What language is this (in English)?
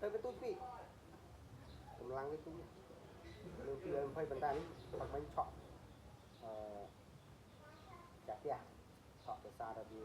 Khmer